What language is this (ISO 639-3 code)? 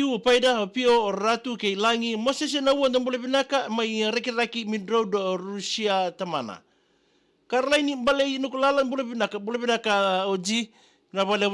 fij